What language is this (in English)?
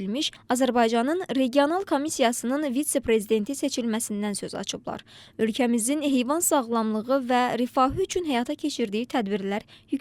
Azerbaijani